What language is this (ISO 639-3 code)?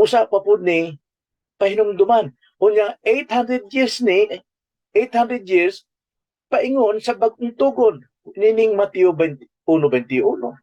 ceb